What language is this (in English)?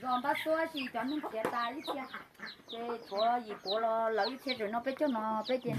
Hmong